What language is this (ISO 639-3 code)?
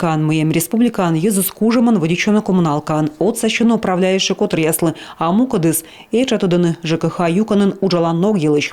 kom